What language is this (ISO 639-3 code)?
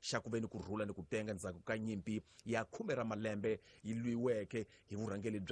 tso